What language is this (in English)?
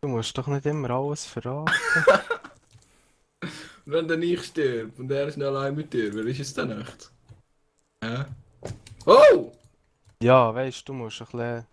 Swiss German